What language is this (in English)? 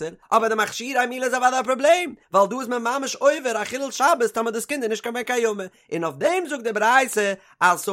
Yiddish